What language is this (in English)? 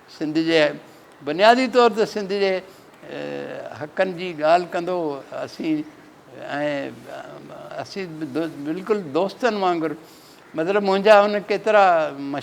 Sindhi